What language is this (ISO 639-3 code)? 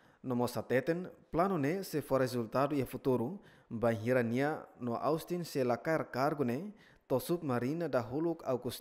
tet